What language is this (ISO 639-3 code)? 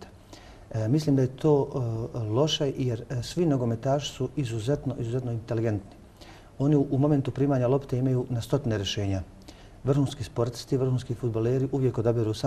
bos